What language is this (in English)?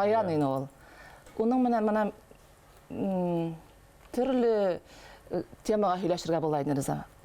Bashkir